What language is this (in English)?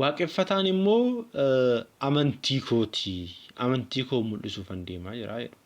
Oromo